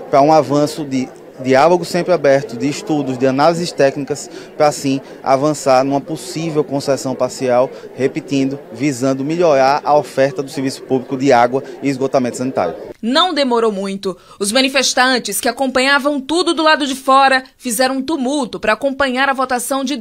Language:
Portuguese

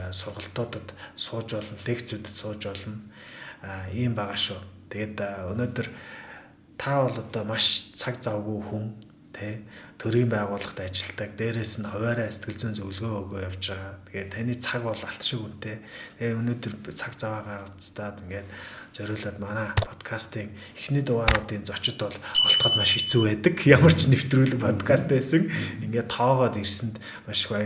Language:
Mongolian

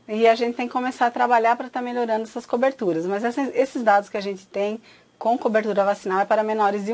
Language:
Portuguese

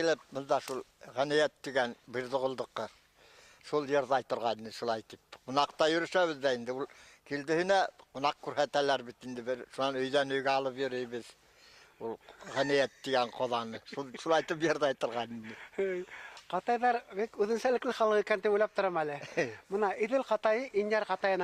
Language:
Bashkir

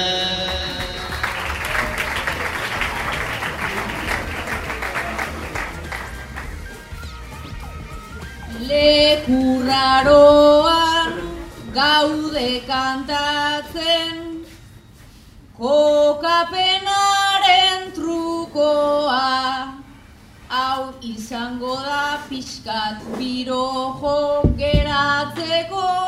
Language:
Basque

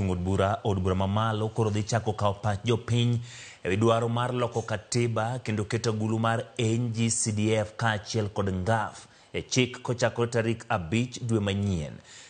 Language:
Luo (Kenya and Tanzania)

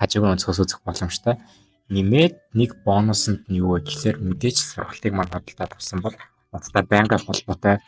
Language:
Mongolian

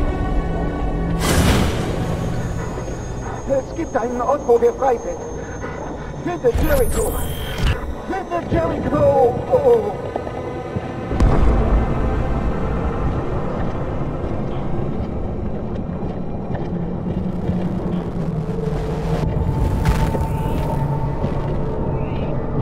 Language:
German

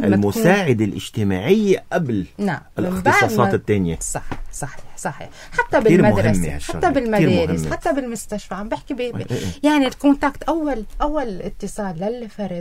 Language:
North Levantine Arabic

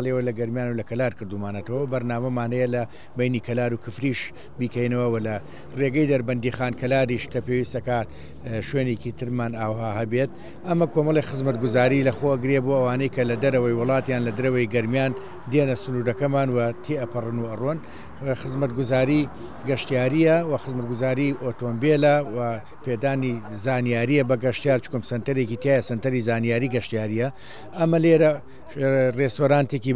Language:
Central Kurdish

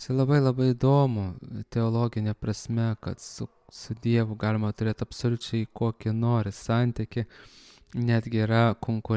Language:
Lithuanian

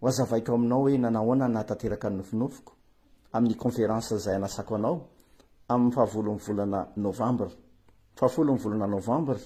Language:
Malagasy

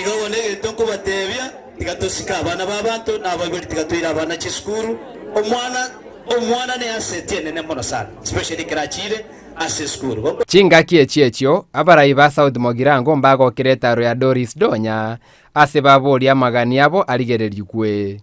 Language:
Gusii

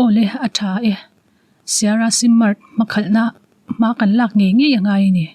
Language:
Mizo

